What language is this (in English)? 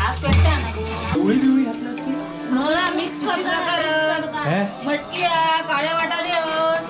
Konkani